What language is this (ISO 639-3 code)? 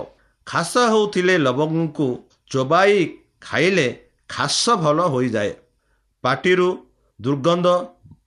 ori